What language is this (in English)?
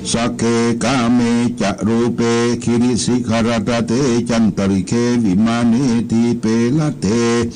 Pali